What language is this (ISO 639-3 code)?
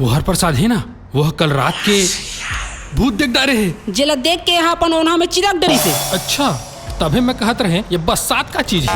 hne